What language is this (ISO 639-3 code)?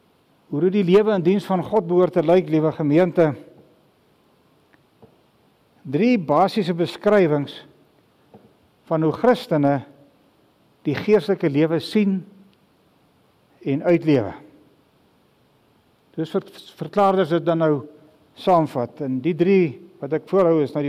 afr